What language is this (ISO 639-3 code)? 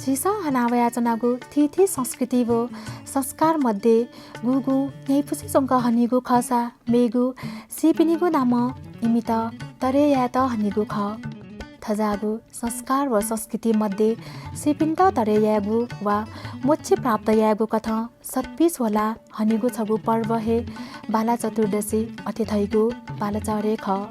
new